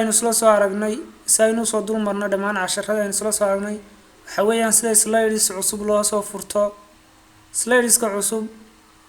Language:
Somali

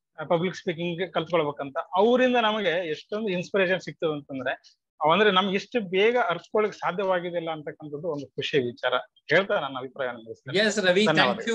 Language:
Kannada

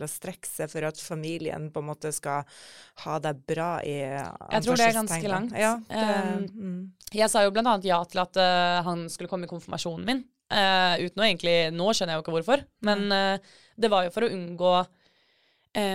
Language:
Norwegian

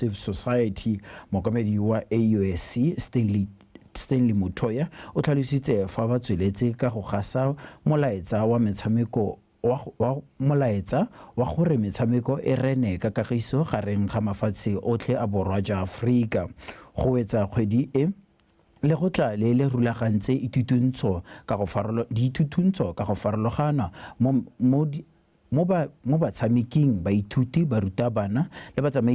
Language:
Tswana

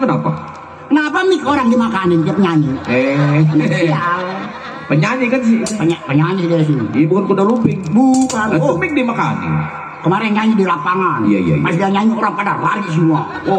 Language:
Betawi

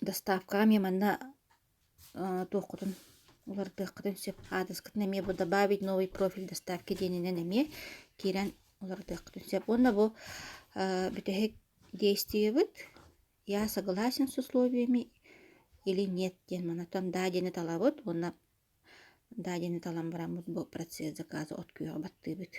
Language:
Yakut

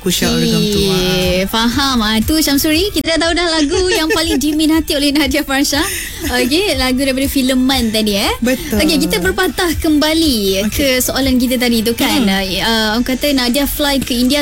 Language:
Malay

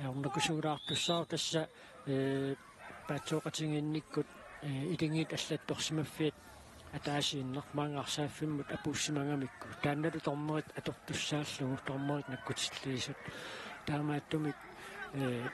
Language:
Kalaallisut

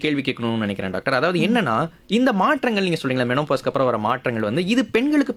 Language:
Tamil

